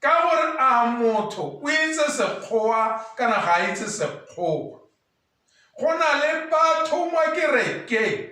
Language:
Tswana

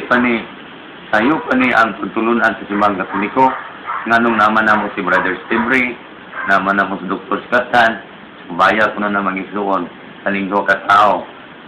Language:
Cebuano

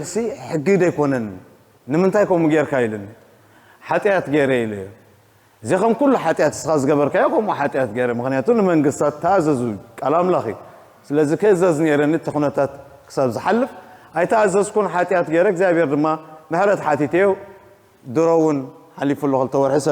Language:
Tigrinya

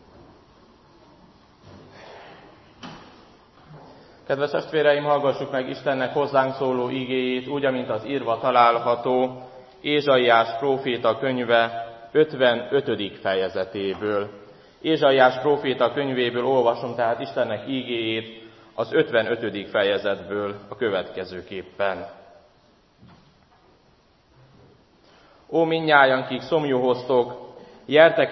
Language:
Hungarian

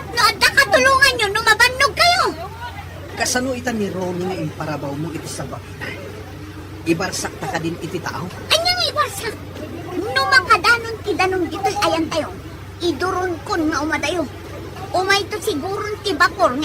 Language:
Iloko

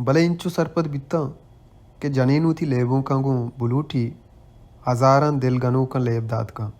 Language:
Baluchi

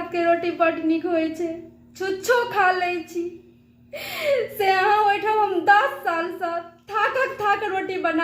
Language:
Maithili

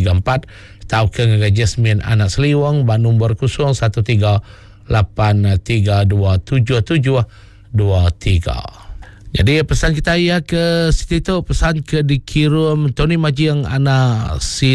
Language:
Iban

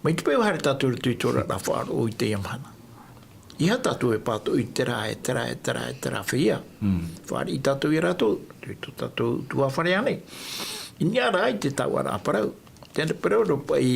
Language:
Tahitian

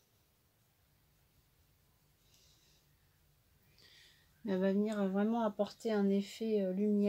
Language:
French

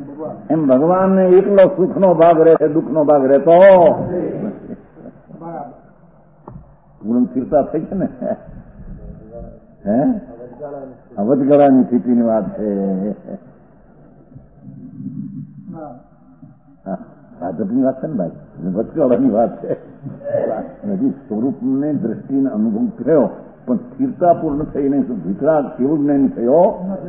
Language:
Gujarati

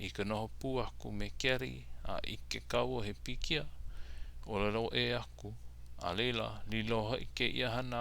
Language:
Hawaiian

